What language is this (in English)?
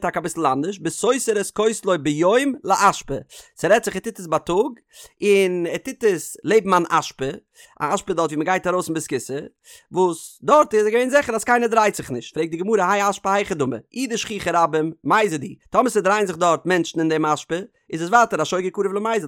Yiddish